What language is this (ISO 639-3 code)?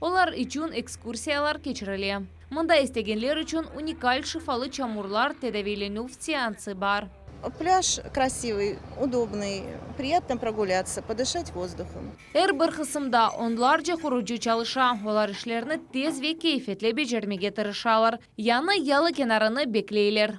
crh